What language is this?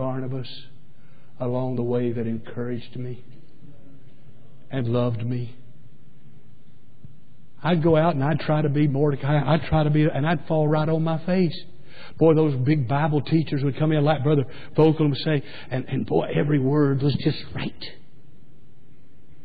English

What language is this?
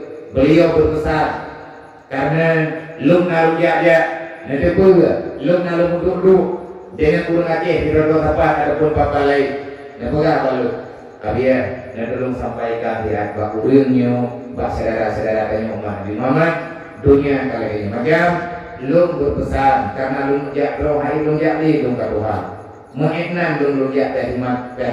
Achinese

